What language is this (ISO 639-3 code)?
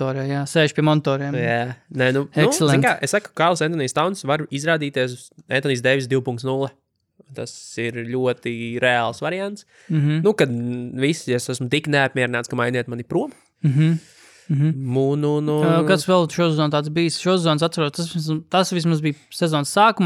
lav